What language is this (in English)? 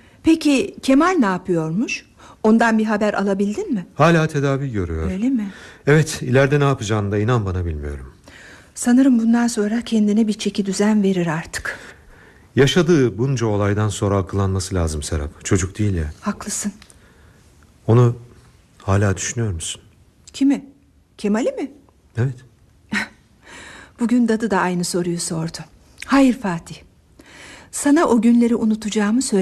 Turkish